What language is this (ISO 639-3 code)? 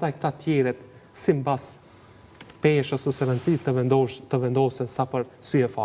sqi